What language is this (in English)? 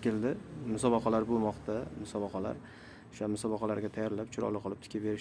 Uzbek